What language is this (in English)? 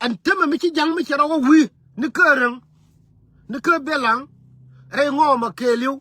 Nuer